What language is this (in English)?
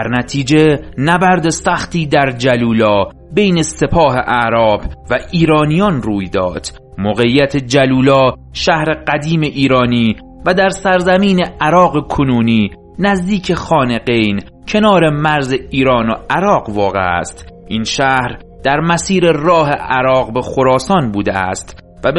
Persian